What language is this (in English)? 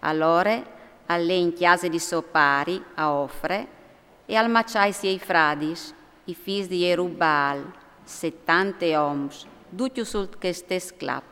Friulian